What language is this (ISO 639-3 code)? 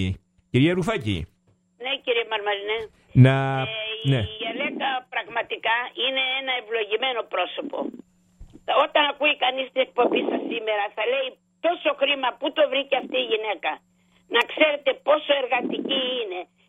ell